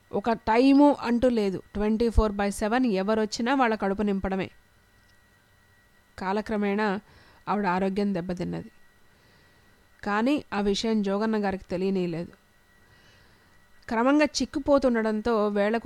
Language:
Telugu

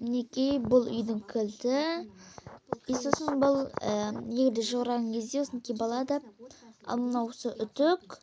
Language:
Kazakh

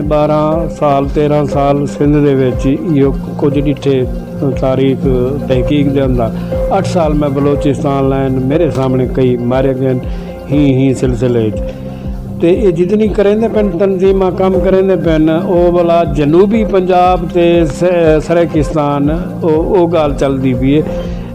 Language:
Saraiki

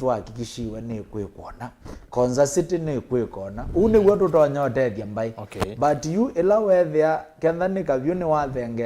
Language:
Kamba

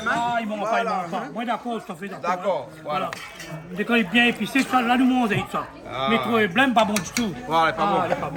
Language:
Réunion Creole French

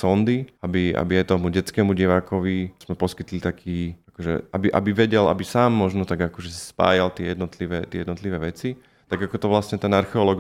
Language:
Slovak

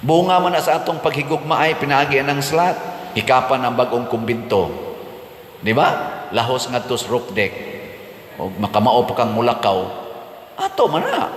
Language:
Cebuano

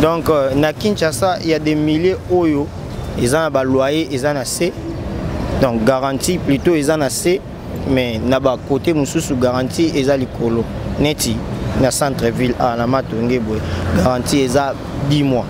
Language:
Lingala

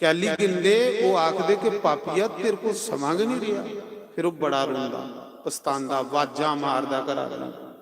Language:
Dogri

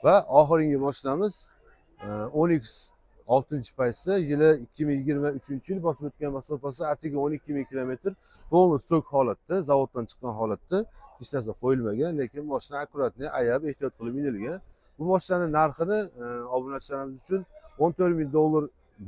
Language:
Uzbek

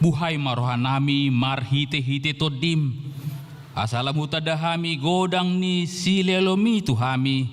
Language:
Batak Toba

